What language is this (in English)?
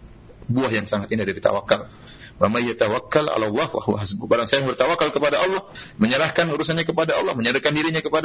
Indonesian